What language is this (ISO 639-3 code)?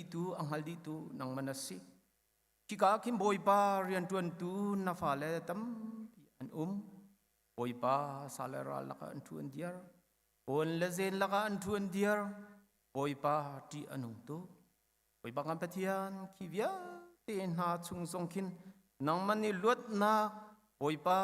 cnh